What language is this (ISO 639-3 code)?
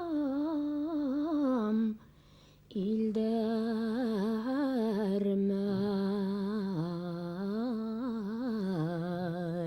bak